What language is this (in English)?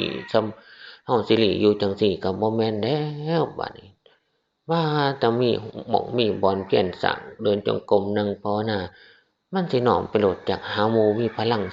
Northeastern Thai